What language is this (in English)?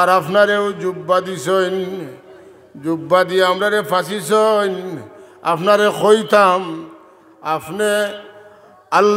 Sylheti